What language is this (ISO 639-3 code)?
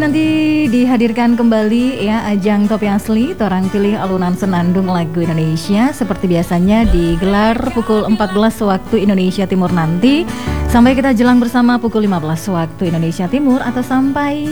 ind